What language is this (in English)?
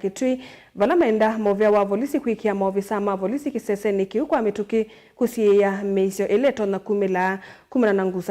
Kamba